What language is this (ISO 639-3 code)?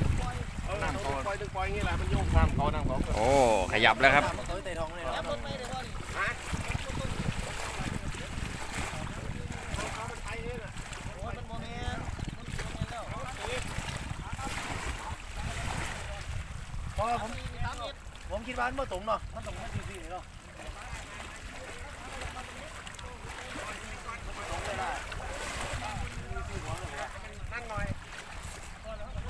tha